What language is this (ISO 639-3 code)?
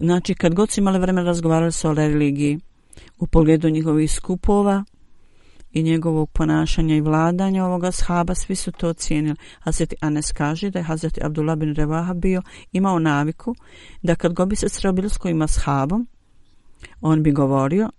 bos